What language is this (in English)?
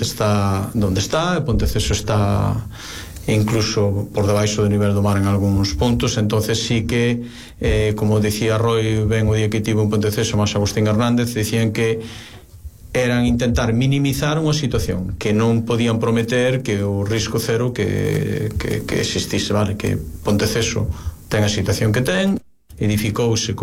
Galician